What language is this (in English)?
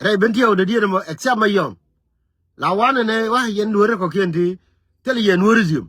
Nuer